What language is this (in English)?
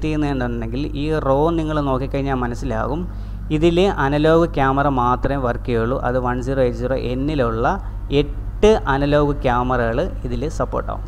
Malayalam